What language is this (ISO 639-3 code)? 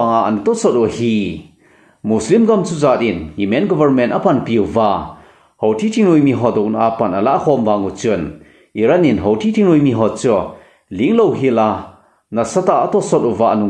tcz